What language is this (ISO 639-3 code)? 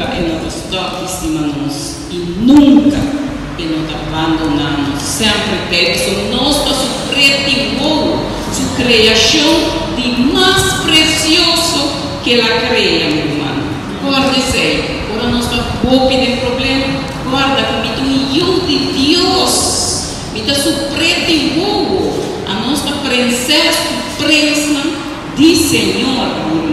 pap